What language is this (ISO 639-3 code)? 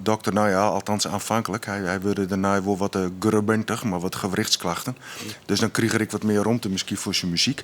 fry